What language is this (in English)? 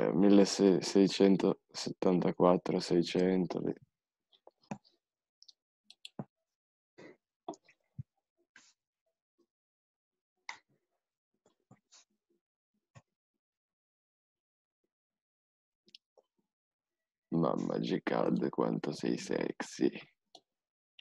Italian